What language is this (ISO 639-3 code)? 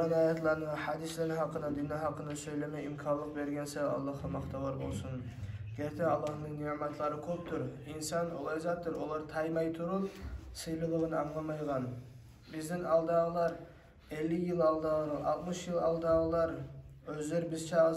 kum